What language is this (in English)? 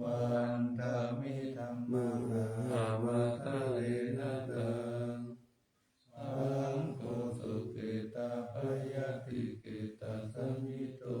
Pali